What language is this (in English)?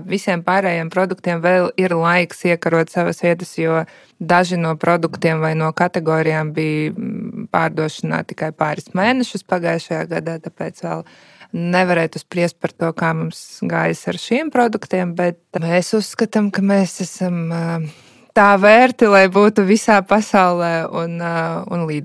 Latvian